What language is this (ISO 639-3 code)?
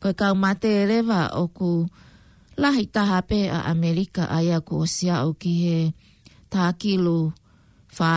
ton